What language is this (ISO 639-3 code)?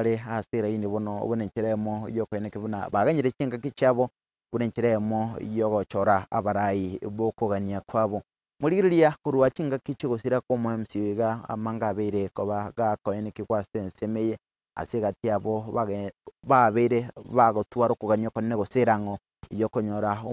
guz